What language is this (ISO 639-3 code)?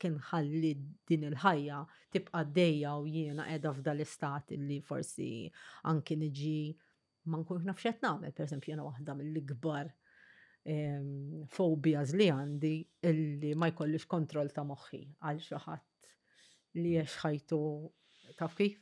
mlt